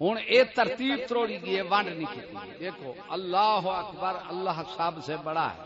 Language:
Saraiki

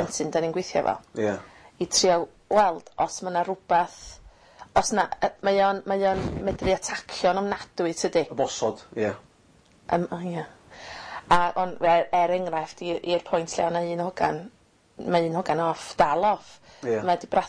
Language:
Welsh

